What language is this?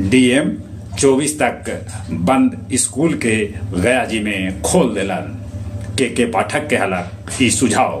Magahi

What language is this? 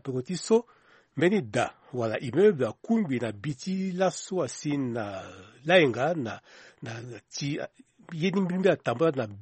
Sango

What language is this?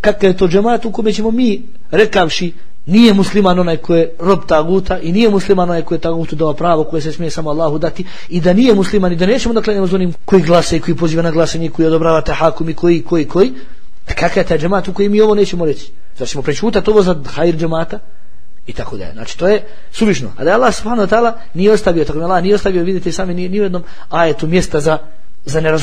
Bosnian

